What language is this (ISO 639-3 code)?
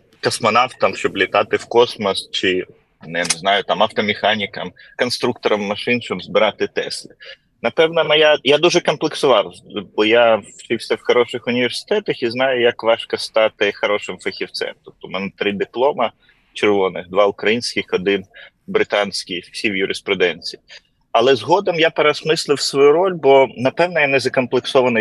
ukr